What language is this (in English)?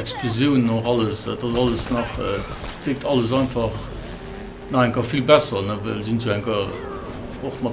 Luxembourgish